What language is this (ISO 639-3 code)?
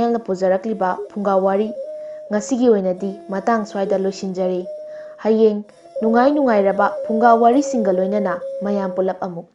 mni